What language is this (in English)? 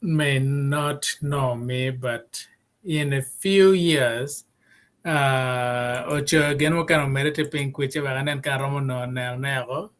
Acoli